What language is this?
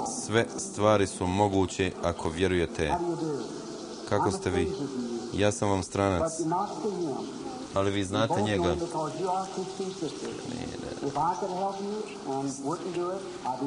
Croatian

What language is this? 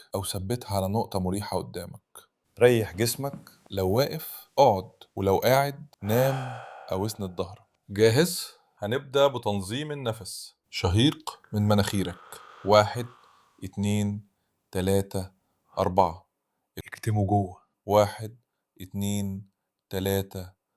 Egyptian Arabic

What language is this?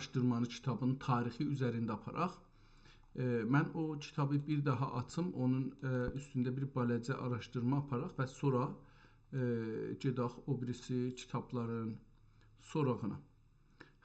South Azerbaijani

